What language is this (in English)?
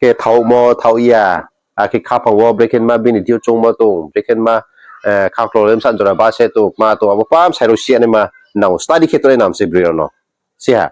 Riang (India)